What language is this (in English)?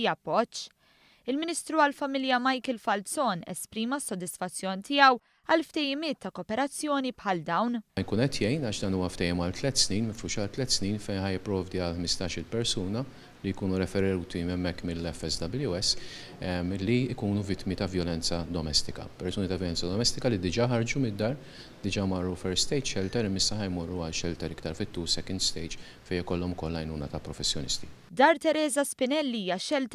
Maltese